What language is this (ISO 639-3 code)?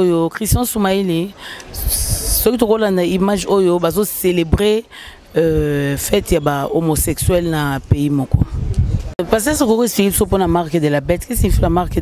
lin